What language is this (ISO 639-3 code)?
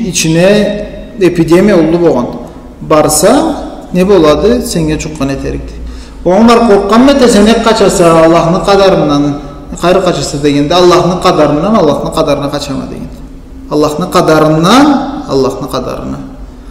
krc